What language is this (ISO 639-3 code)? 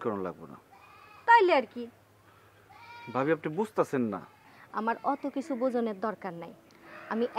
ben